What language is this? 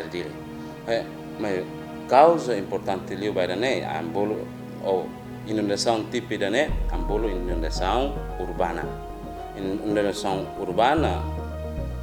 Tetum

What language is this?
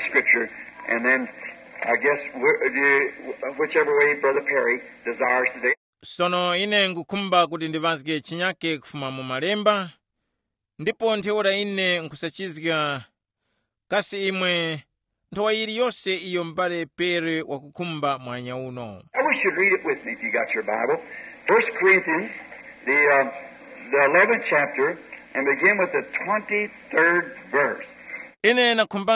Tumbuka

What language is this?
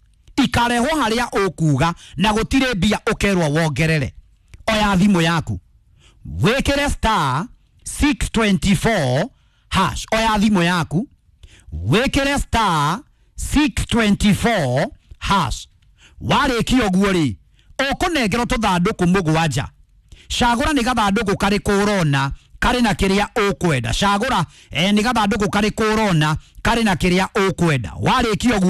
Kikuyu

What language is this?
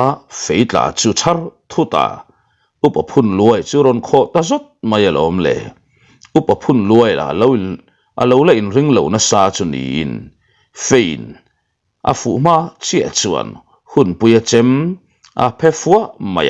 Mizo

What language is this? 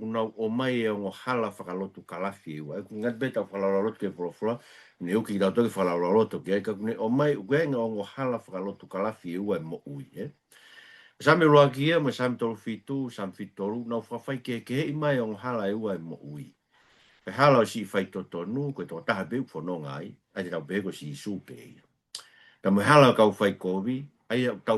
Tongan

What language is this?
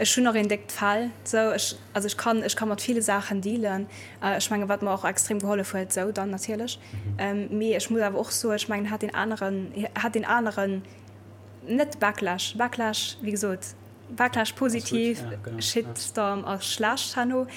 Luxembourgish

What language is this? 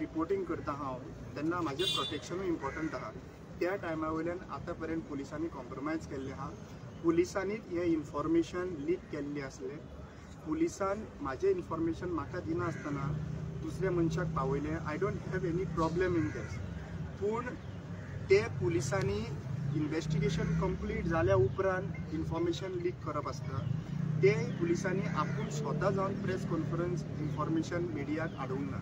Konkani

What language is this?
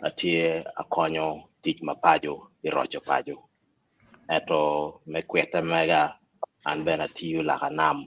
Acoli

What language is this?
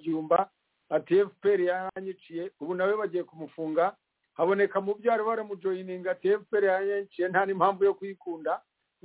Kinyarwanda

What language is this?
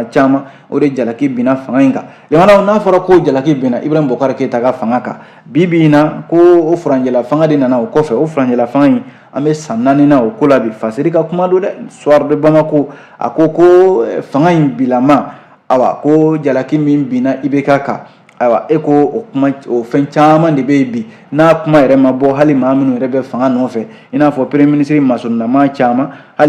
Bambara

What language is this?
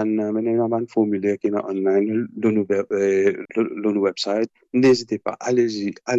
Morisyen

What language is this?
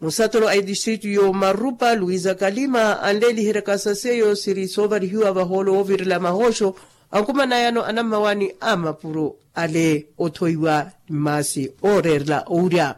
Makhuwa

